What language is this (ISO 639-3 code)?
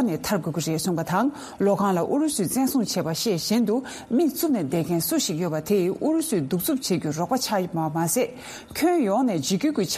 bod